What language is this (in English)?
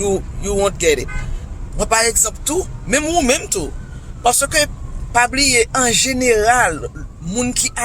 Haitian Creole